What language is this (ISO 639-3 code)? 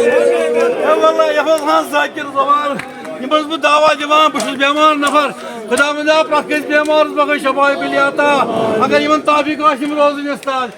kas